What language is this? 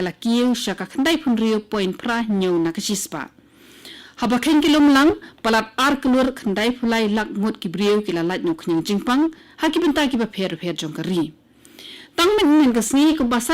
Khasi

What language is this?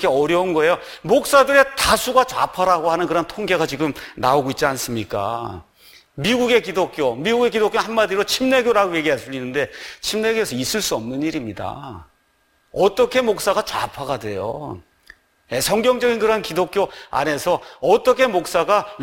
Korean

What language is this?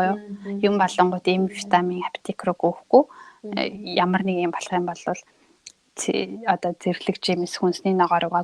Mongolian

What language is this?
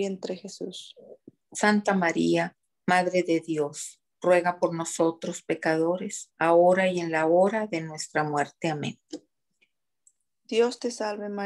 Spanish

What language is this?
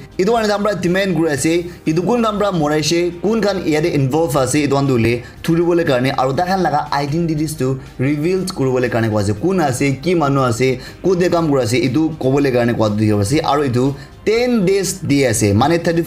Naga Pidgin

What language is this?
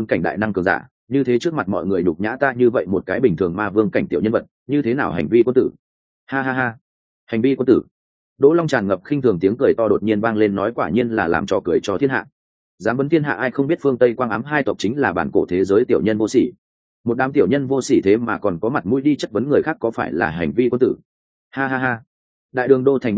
Vietnamese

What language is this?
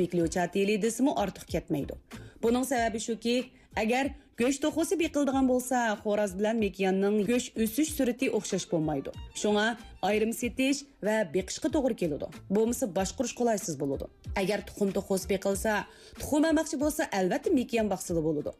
Uyghur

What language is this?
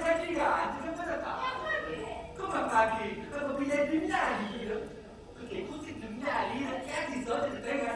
Neapolitan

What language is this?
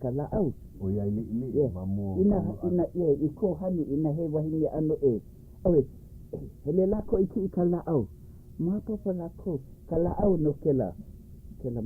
Hawaiian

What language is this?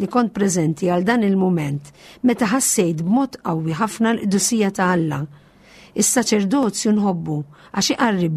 Maltese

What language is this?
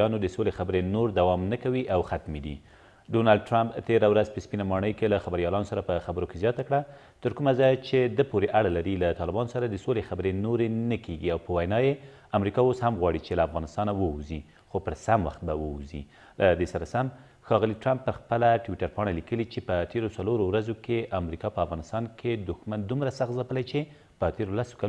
Pashto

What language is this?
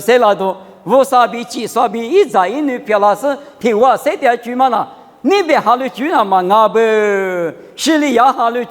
Lisu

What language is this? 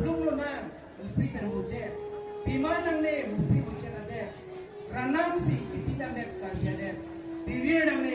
Karbi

